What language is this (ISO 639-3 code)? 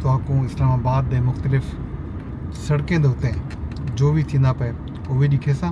skr